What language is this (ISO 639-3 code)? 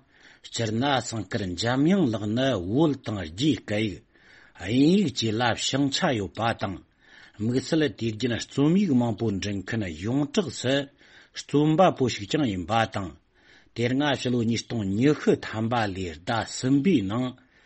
bod